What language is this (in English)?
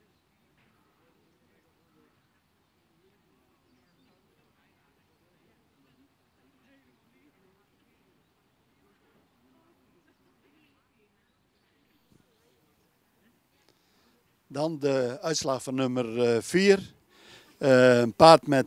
Dutch